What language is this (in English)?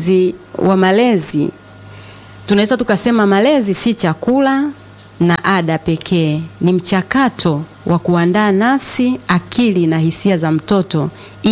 Swahili